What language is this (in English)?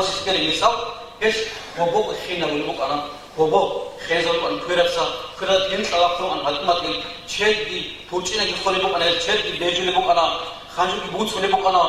Avaric